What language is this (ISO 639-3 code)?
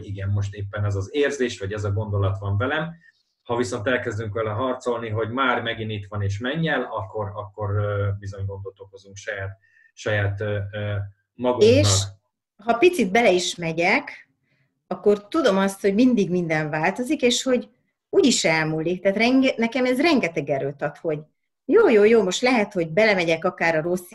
hun